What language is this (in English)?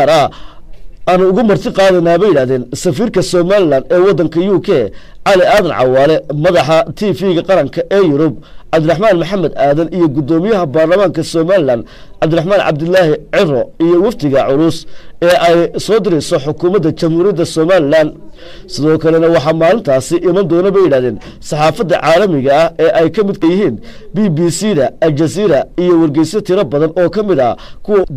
Somali